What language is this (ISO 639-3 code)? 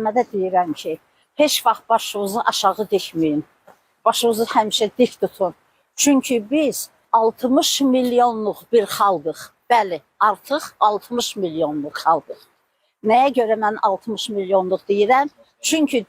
aze